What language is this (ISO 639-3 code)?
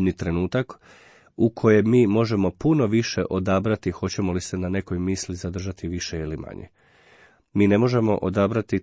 hrv